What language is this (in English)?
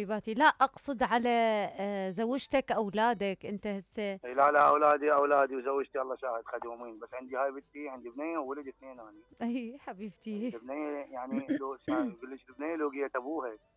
Mesopotamian Arabic